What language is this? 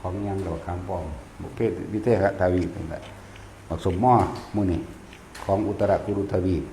Northeastern Thai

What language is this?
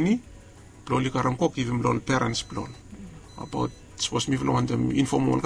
Bislama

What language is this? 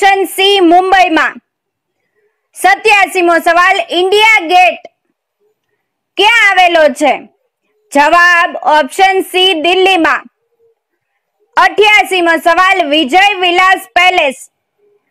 Gujarati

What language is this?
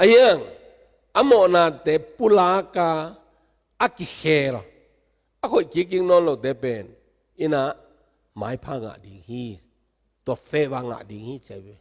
Tedim Chin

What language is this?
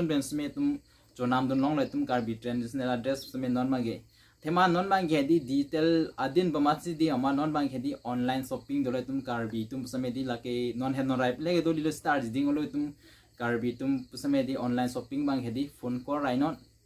Karbi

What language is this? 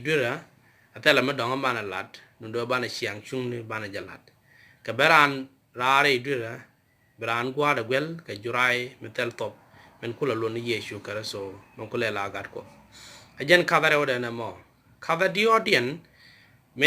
Nuer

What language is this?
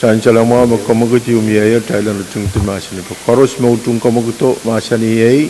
Pohnpeian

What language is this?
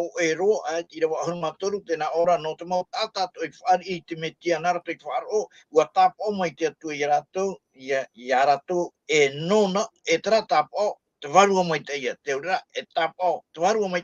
Tahitian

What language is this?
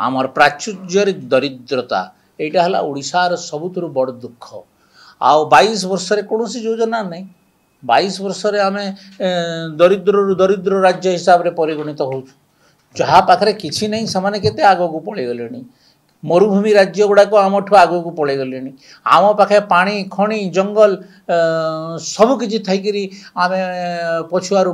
Odia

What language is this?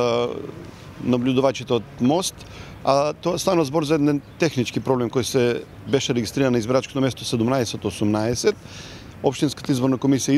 Macedonian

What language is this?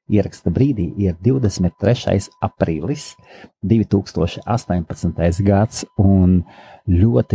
Latvian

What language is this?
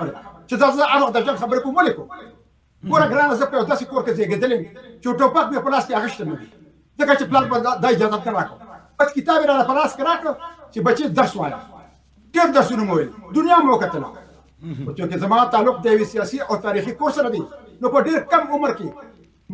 Pashto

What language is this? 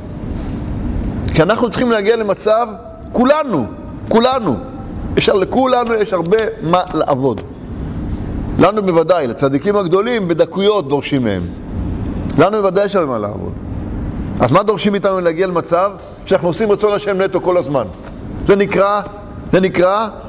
Hebrew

